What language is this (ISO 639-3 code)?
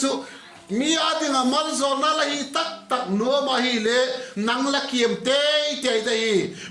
vap